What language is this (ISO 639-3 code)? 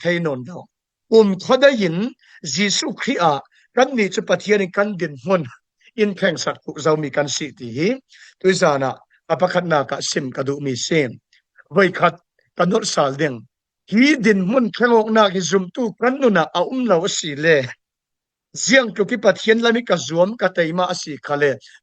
cfm